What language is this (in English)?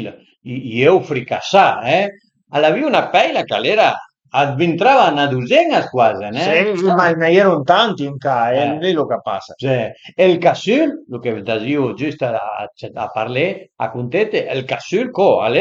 Piedmontese